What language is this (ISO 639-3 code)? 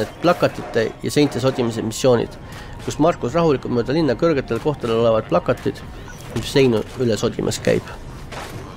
est